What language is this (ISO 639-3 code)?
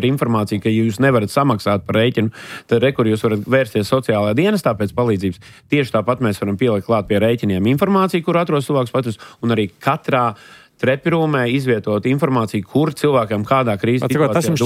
lav